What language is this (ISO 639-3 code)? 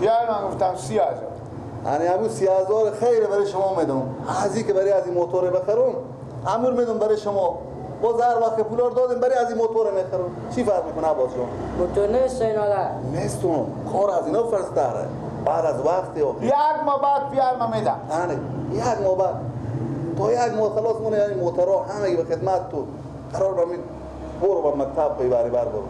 fas